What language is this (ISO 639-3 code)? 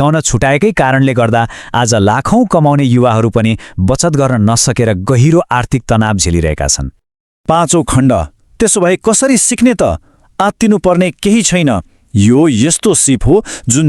nep